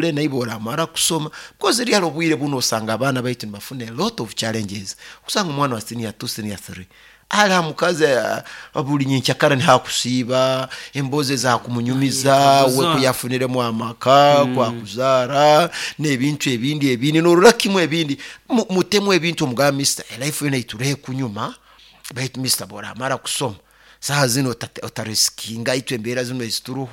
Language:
Nyoro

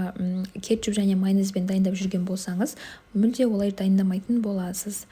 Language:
Kazakh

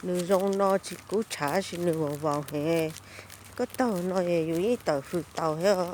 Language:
Hmong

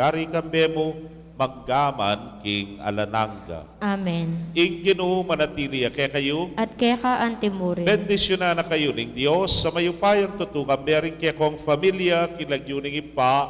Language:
Pampanga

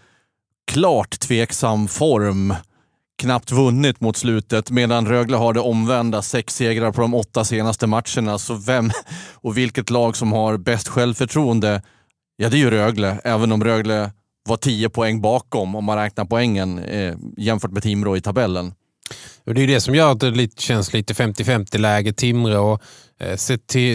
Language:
Swedish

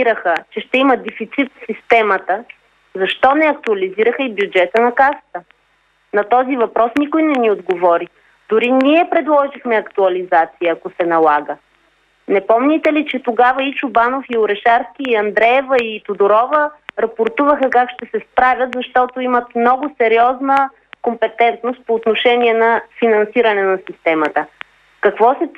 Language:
Bulgarian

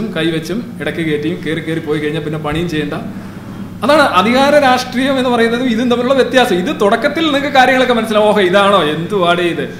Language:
Malayalam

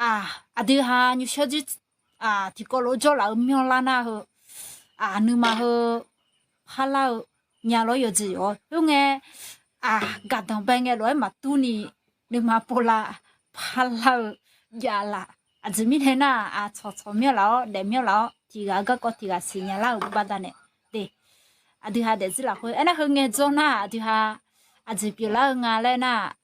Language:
Akha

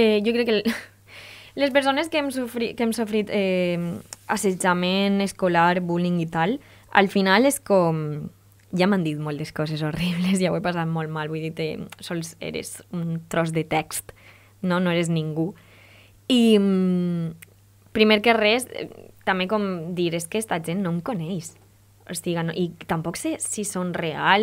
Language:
Catalan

